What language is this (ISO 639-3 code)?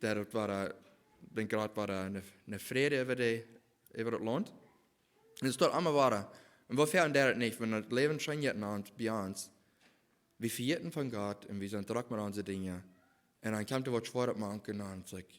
pdt